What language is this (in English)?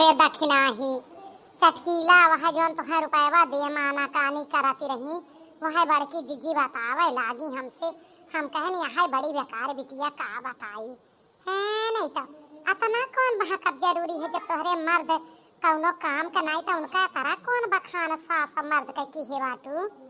Awadhi